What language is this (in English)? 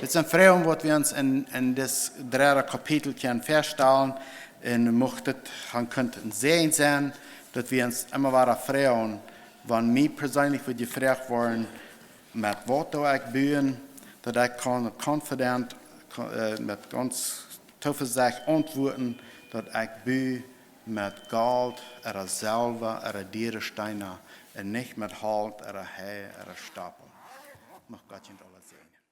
Plautdietsch